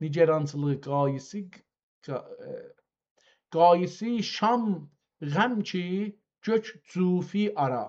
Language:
South Azerbaijani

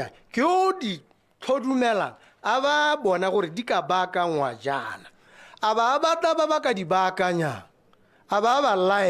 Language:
Tswana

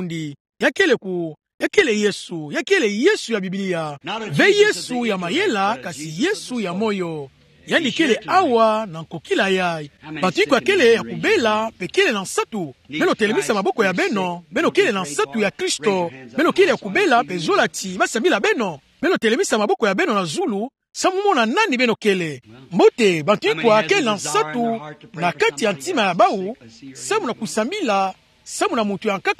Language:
Kituba (Democratic Republic of Congo)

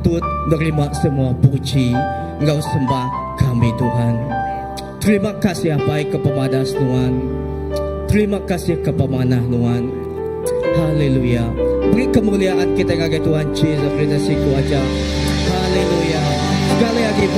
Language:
Iban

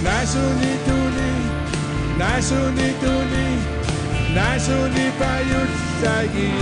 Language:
Kalaallisut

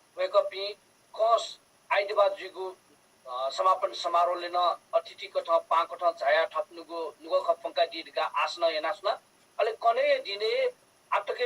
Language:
Newari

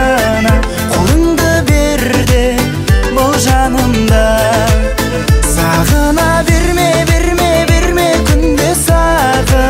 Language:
Kazakh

